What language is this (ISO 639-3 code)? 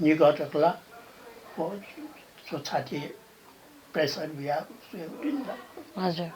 new